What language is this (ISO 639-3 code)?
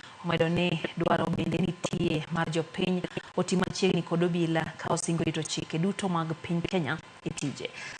luo